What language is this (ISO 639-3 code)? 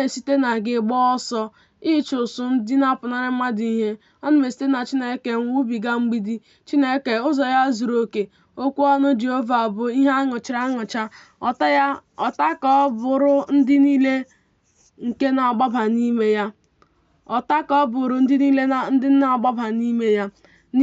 ibo